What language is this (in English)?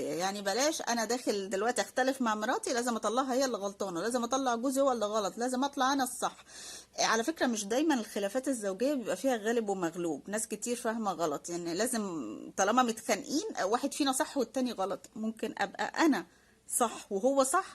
Egyptian Arabic